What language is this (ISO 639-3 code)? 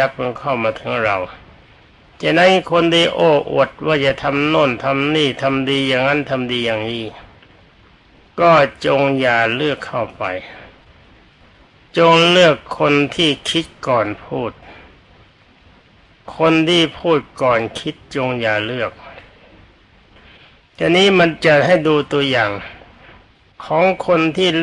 tha